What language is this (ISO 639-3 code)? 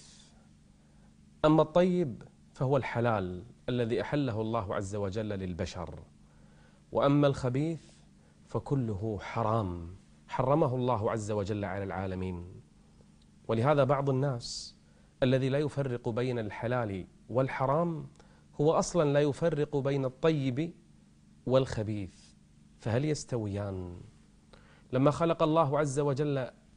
ara